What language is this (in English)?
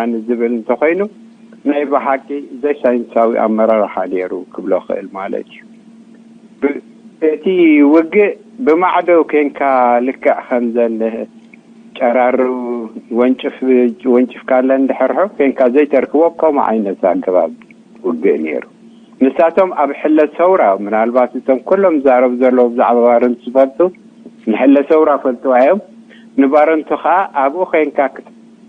Tigrinya